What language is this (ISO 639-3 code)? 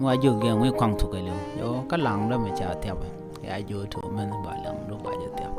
nus